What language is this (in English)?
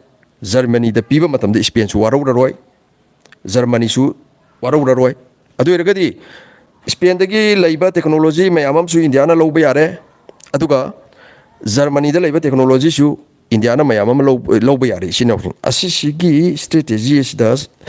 Manipuri